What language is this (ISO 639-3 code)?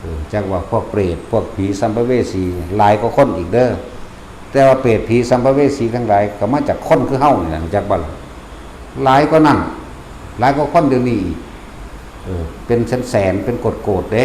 tts